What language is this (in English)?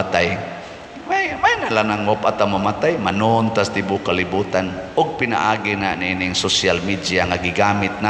Cebuano